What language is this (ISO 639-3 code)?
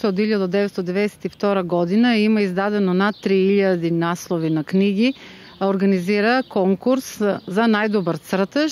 mkd